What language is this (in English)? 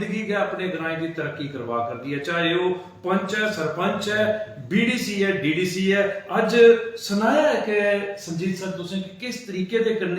Dogri